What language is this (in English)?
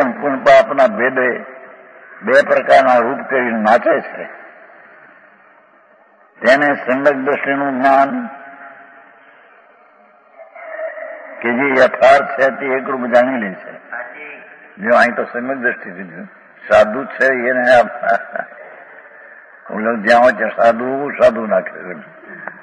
Gujarati